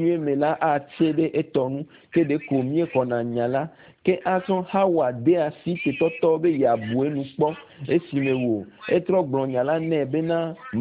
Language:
Ewe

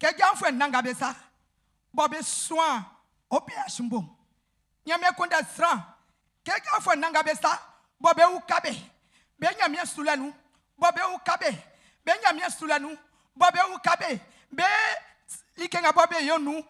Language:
Baoulé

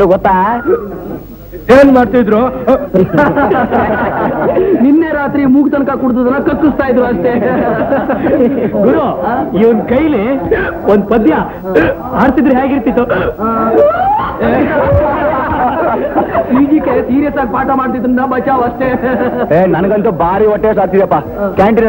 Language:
Kannada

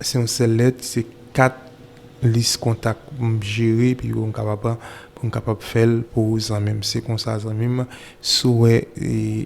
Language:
Haitian Creole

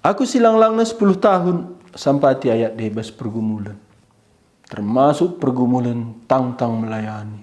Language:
Batak Karo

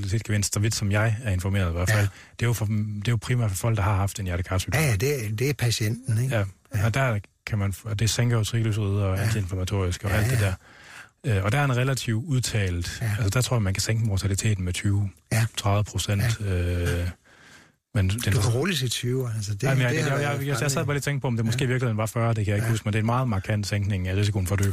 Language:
Danish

